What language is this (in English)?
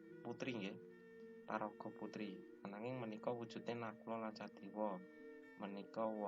Javanese